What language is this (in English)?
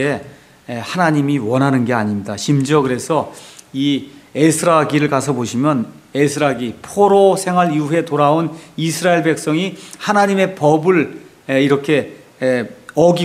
Korean